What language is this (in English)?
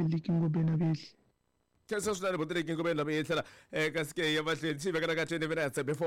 Tsonga